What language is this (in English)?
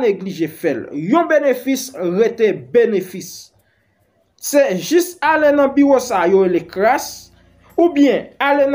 Haitian Creole